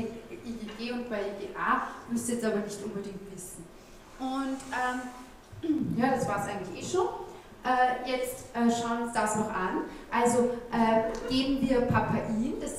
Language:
German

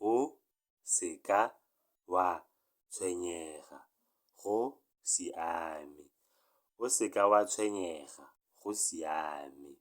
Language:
Tswana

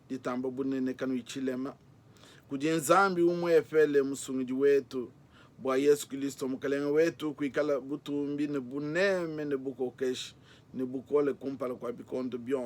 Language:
Luba-Lulua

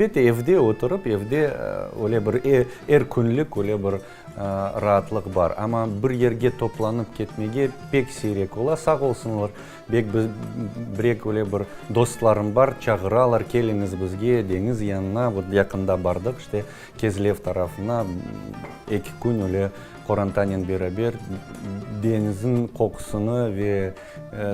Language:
Crimean Tatar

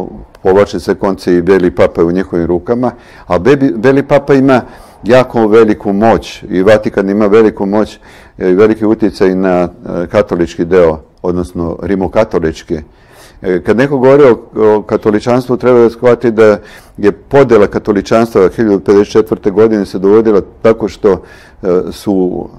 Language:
Serbian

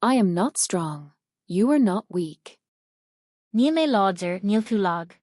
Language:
Irish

